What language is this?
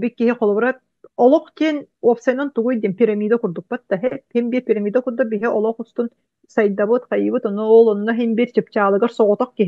Yakut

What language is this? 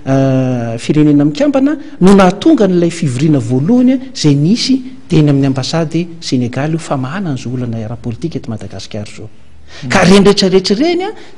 Malagasy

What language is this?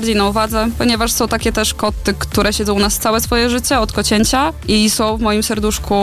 Polish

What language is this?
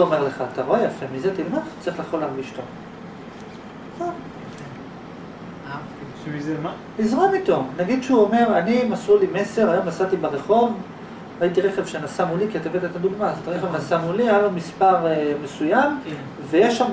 Hebrew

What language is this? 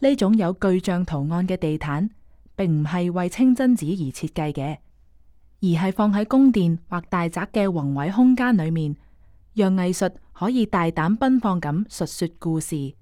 Cantonese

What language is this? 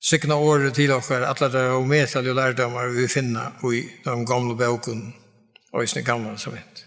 Faroese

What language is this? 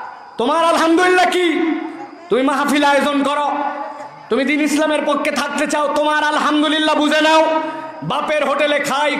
Bangla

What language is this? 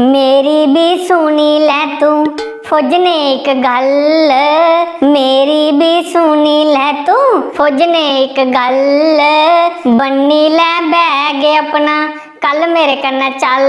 Dogri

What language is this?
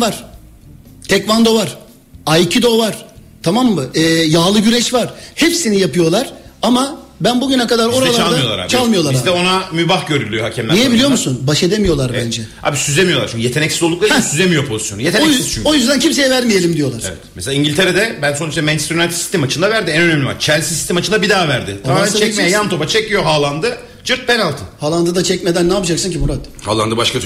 Turkish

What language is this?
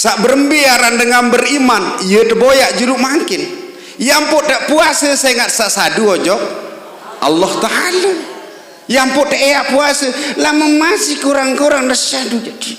Sasak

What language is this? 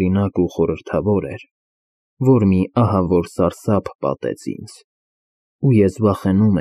Armenian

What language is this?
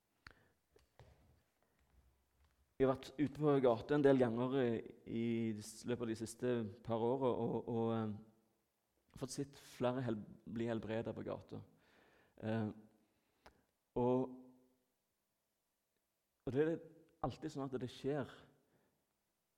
Norwegian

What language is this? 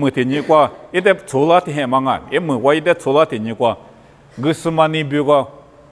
Lisu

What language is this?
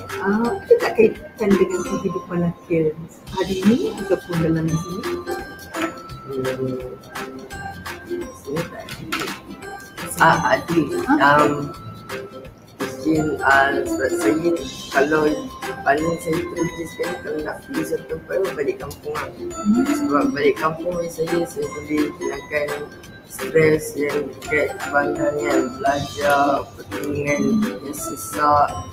Malay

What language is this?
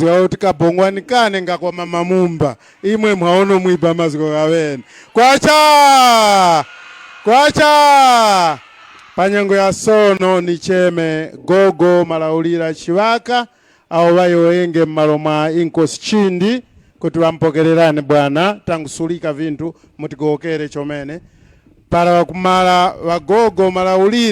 Tumbuka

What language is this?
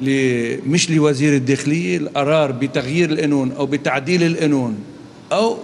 North Levantine Arabic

